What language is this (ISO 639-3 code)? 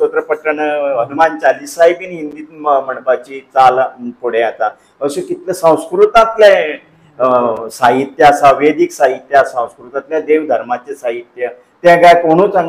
kok